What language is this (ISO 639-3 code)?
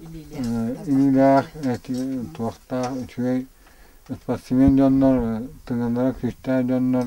sah